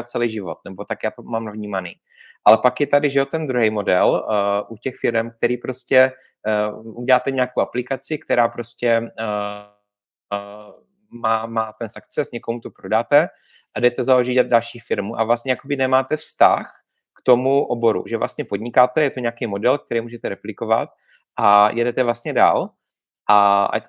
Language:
Czech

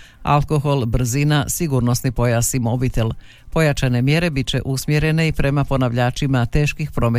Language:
Croatian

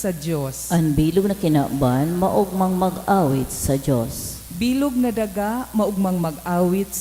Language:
Bikol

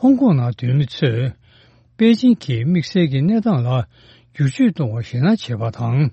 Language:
Tibetan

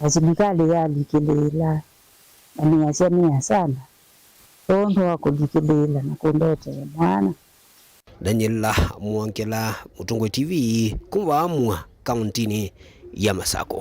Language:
Kamba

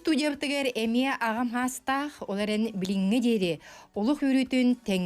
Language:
Yakut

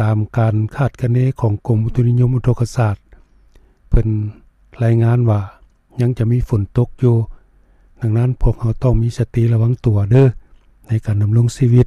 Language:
Lao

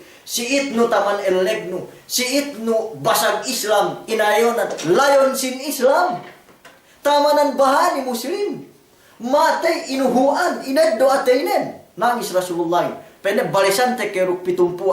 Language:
Yakan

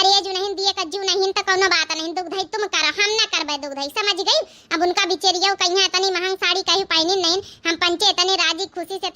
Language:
Awadhi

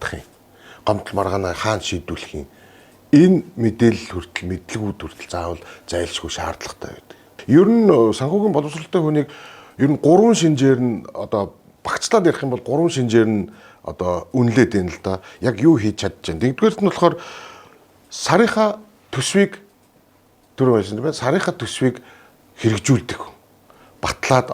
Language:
Mongolian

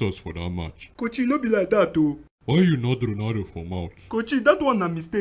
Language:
Nigerian Pidgin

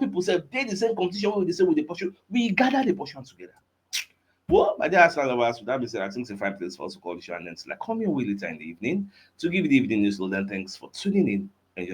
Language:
Nigerian Pidgin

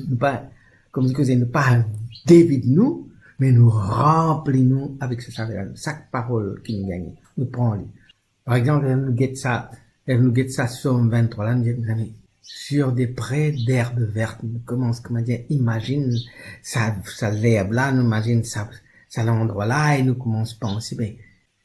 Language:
Morisyen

